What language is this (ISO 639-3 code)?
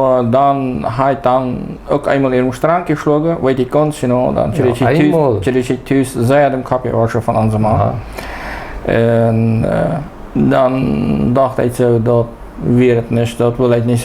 pdt